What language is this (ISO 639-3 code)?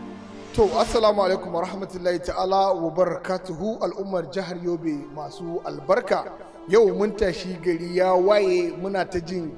hau